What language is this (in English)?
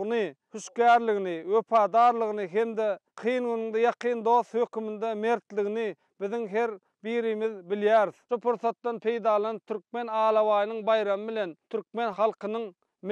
Turkmen